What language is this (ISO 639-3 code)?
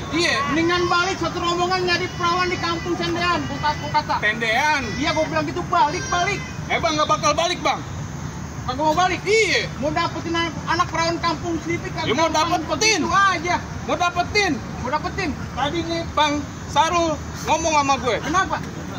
bew